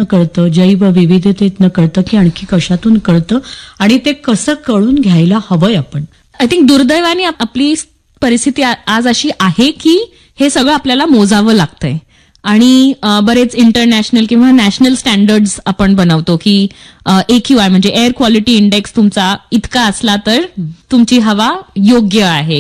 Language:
Marathi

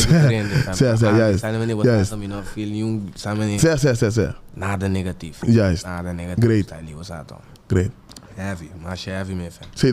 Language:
Papiamento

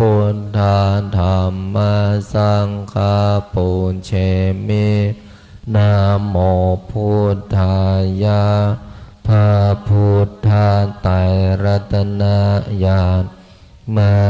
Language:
Pali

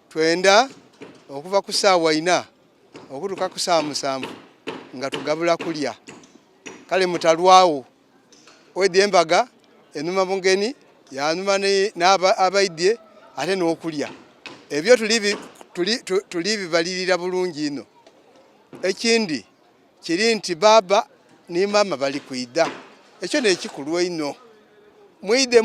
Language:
Soga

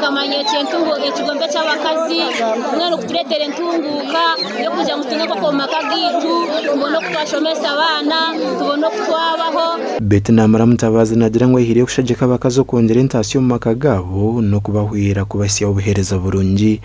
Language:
Nyankole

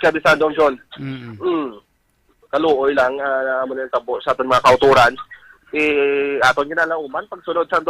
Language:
Hiligaynon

